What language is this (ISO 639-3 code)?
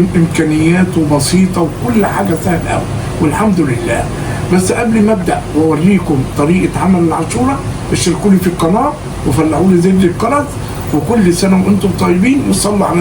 arz